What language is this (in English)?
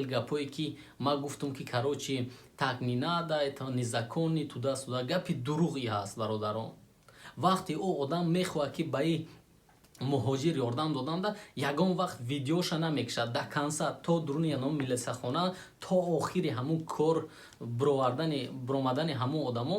Tajik